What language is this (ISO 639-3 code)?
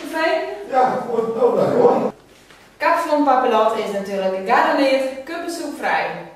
fry